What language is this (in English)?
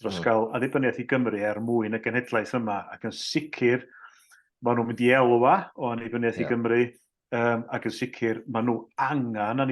Welsh